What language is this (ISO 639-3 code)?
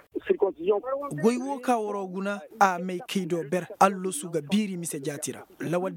ses